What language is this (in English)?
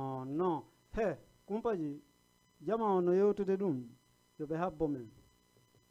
Fula